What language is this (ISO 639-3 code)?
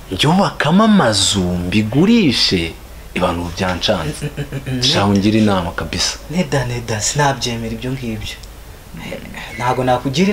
kin